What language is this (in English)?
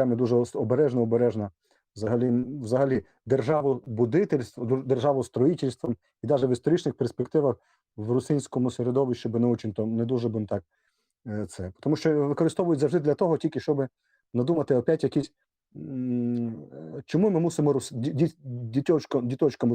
Rusyn